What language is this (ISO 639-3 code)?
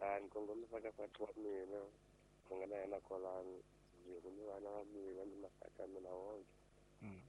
tso